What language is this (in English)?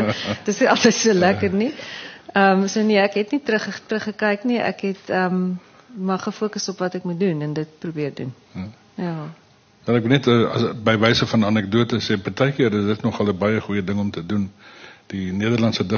Afrikaans